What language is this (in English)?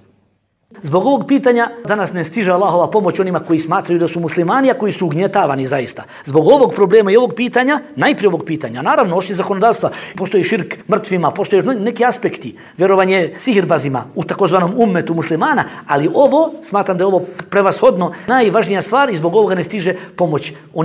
Bosnian